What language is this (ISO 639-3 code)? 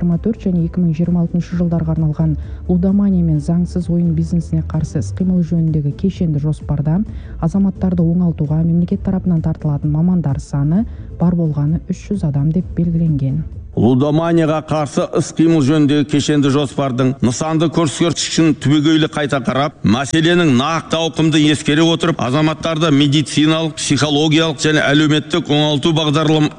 kaz